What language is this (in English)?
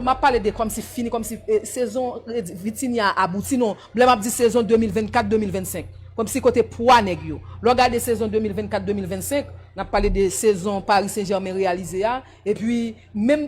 Haitian Creole